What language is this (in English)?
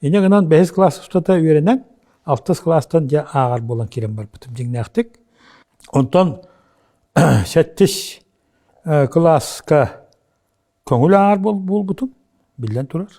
Yakut